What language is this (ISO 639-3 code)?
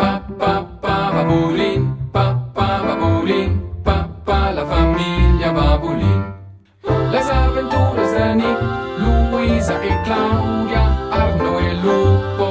roh